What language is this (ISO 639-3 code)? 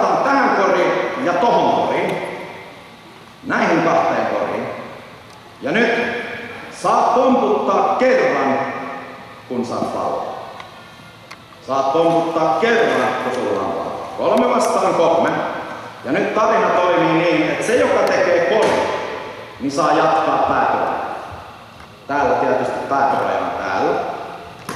fin